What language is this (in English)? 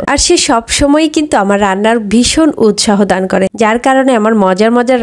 Bangla